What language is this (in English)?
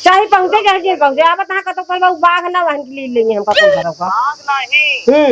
Awadhi